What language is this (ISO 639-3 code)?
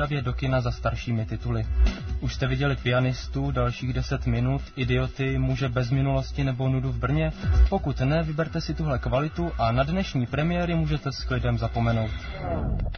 ces